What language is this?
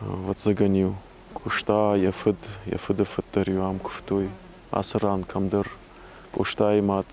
Ossetic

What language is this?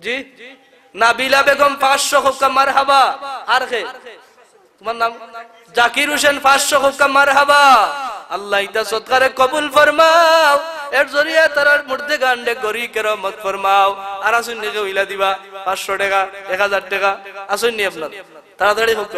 Sylheti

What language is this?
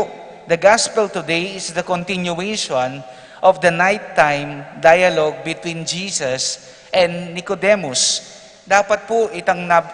Pampanga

